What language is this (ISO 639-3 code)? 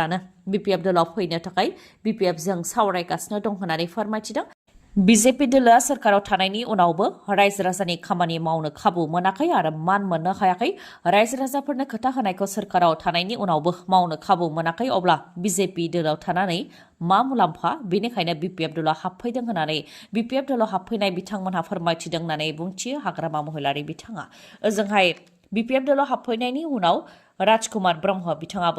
brx